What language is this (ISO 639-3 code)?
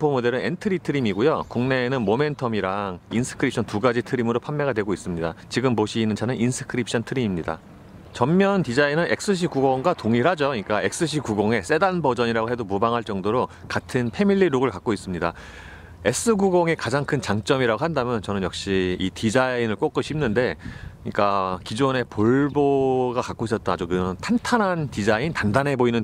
kor